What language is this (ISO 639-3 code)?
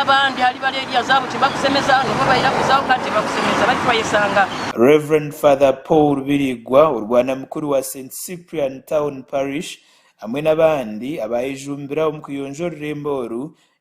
nyn